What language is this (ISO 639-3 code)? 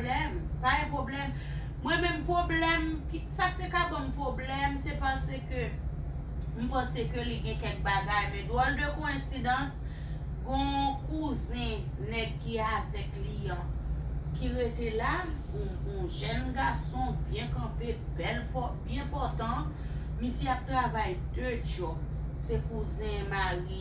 hat